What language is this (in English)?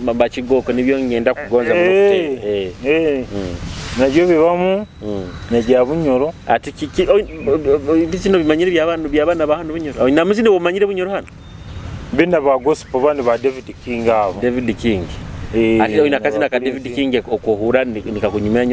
Nyoro